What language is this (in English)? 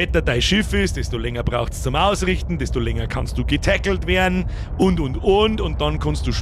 Bavarian